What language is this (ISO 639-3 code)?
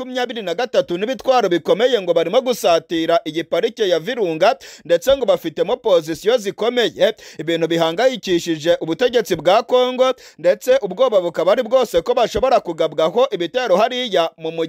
kin